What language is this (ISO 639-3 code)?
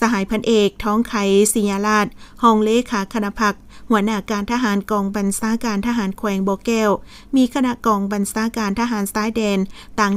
lao